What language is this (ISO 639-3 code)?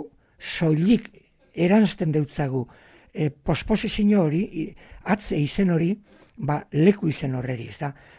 eus